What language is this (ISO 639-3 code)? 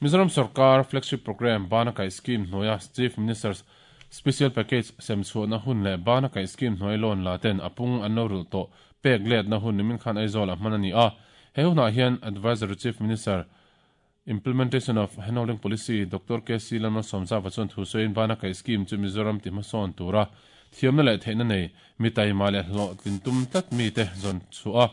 lus